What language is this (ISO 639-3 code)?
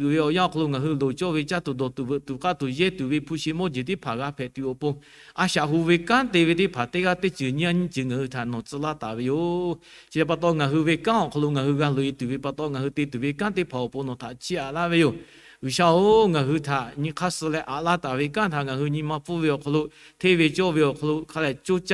lhu